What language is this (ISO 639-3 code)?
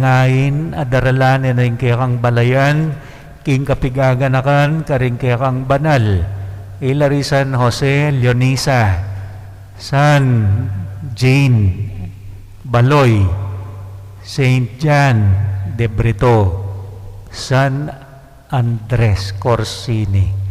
pam